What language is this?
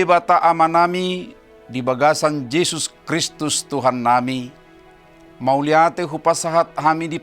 Batak Toba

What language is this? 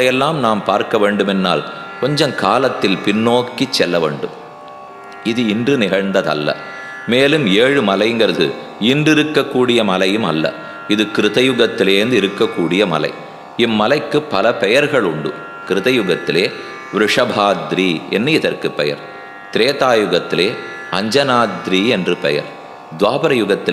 Tamil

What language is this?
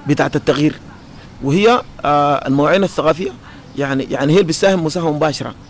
Sudanese Arabic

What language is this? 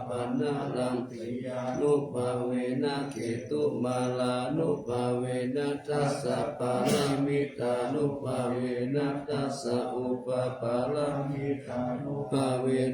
Pali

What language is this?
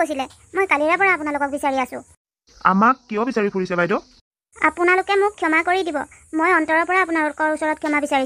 Assamese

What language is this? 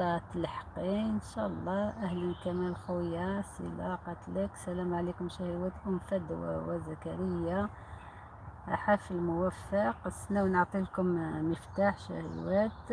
Algerian Arabic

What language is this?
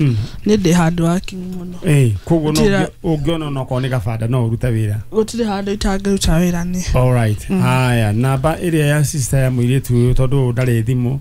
Kikuyu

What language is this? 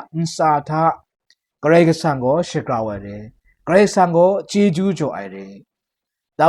Kachin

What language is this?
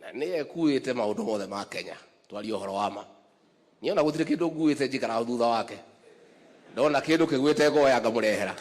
Kikuyu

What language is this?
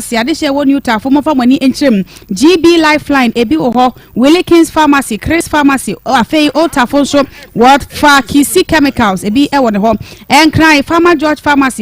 Akan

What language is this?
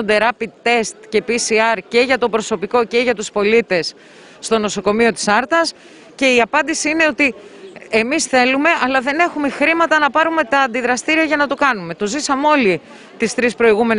Greek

